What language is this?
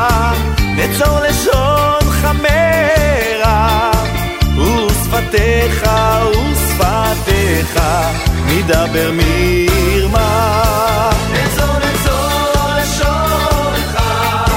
Hebrew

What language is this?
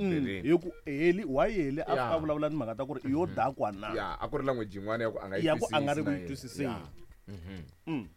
Tsonga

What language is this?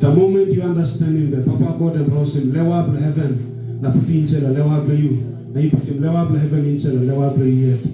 Tok Pisin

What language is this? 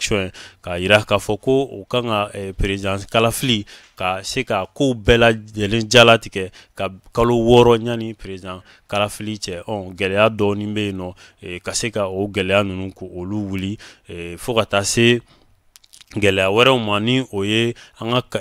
Bambara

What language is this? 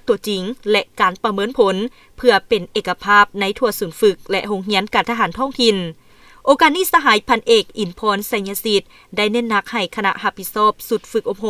Lao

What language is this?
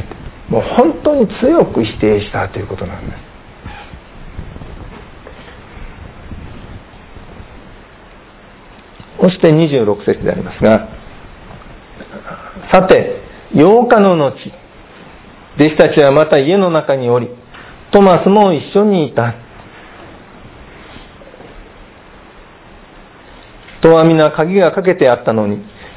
Japanese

